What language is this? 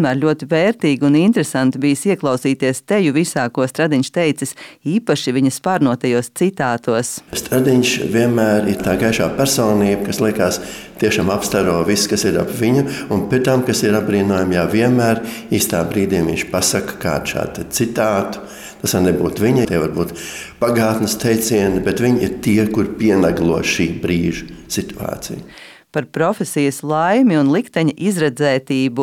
Latvian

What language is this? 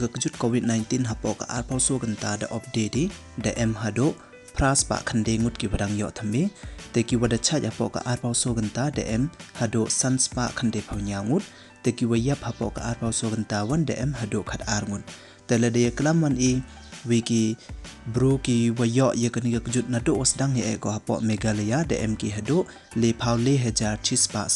Pnar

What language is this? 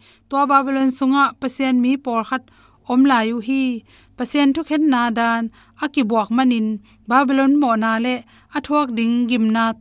Tedim Chin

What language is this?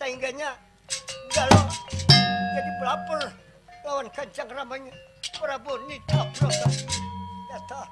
Banjar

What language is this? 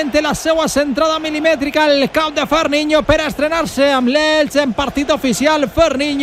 Catalan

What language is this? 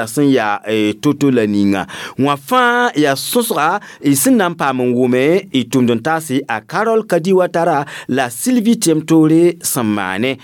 Mossi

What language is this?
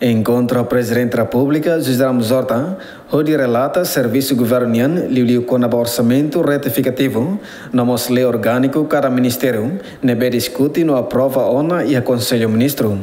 Tetum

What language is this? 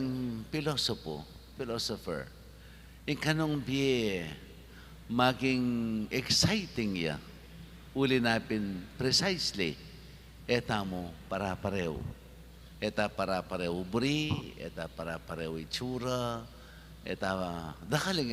Pampanga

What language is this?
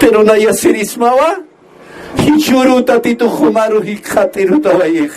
Aymara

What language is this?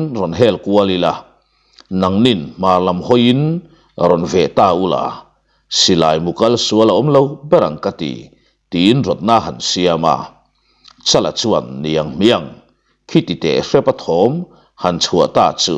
Mizo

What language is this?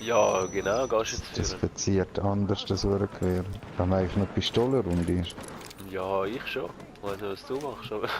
Swiss German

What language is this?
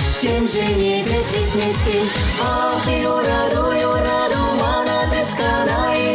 Chuvash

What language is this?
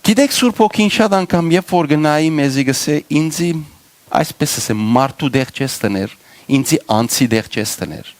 Western Armenian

